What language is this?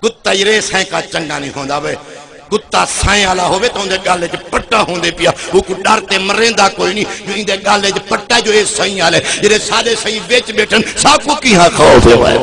Saraiki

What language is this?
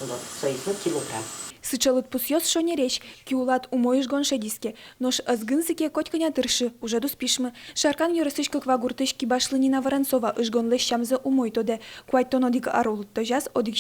Udmurt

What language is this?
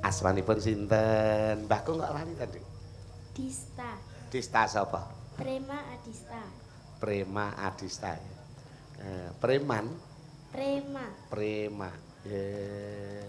Javanese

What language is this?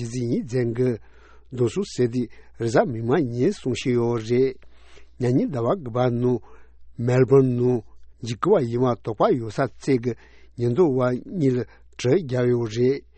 Tibetan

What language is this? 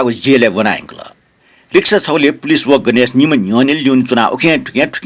Newari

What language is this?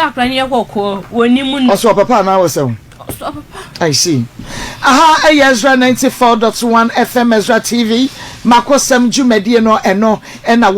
Akan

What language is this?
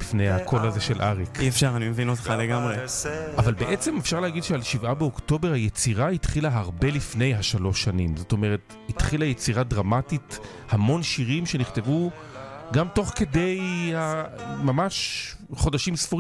Hebrew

